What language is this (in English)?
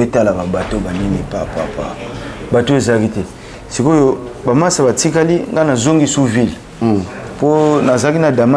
Lingala